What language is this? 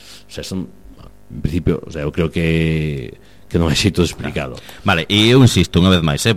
Galician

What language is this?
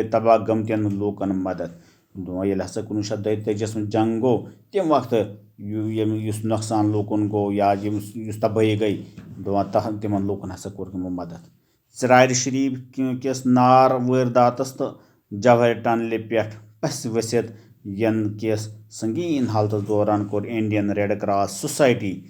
Kashmiri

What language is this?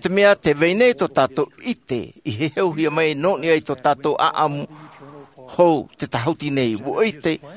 Tahitian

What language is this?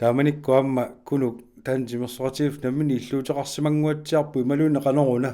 Kalaallisut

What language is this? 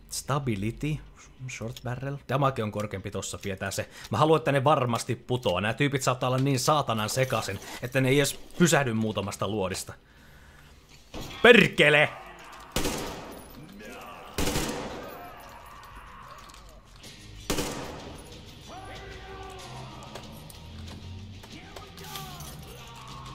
Finnish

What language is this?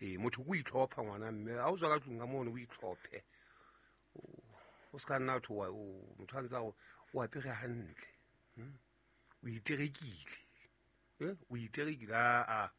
Southern Sotho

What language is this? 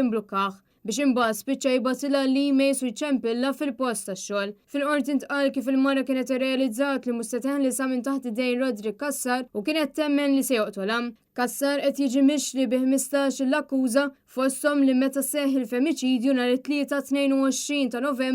Maltese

